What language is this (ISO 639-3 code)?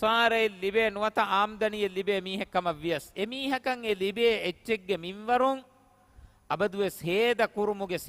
div